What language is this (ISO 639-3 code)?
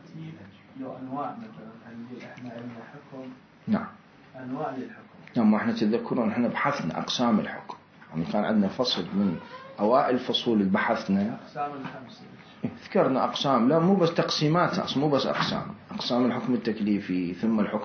acm